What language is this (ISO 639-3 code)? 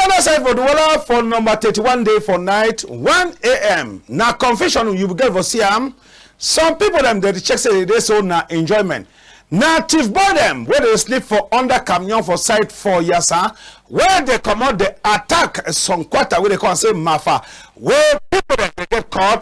wes